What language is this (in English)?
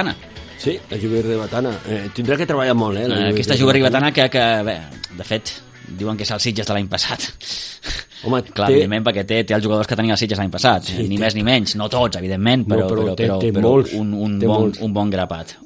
Catalan